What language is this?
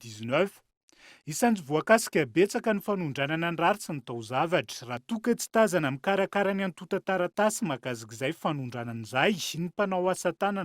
Malagasy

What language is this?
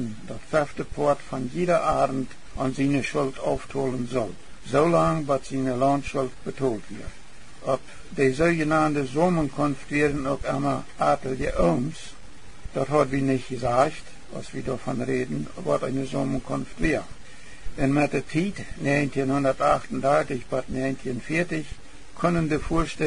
Plautdietsch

